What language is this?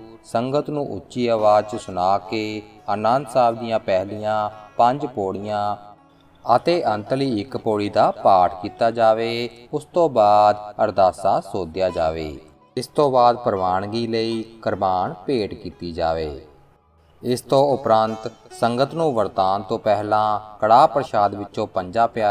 Punjabi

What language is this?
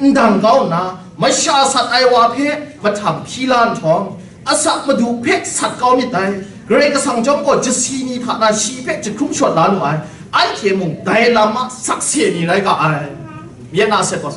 Kachin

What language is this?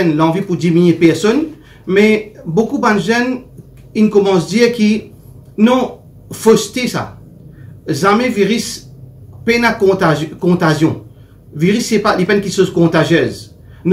Morisyen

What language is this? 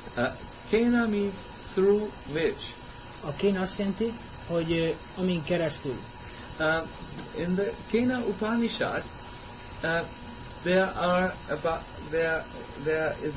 Hungarian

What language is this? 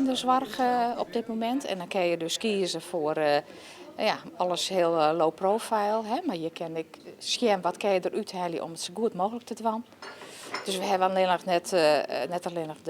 Western Frisian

